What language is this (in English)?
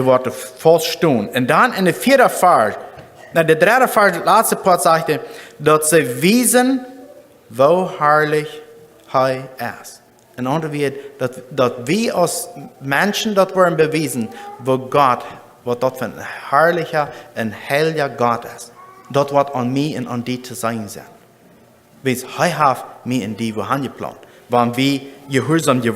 Plautdietsch